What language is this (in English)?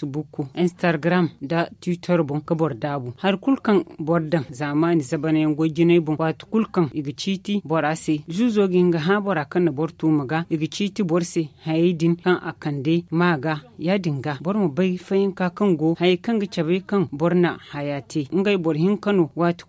Zarma